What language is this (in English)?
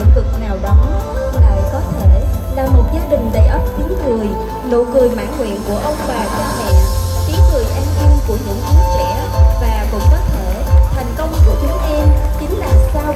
Vietnamese